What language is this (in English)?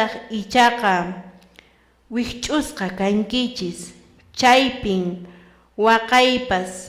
Quechua